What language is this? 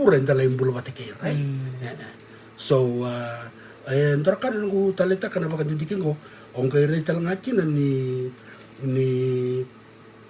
Fijian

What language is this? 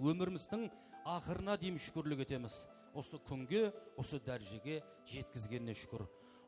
Kara-Kalpak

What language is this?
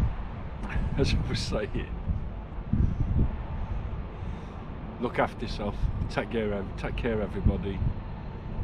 English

